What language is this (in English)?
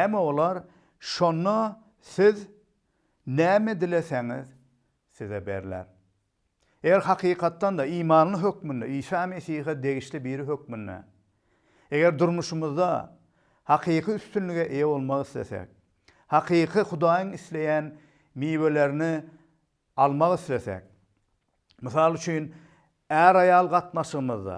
Turkmen